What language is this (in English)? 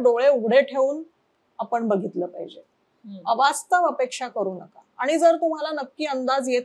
Marathi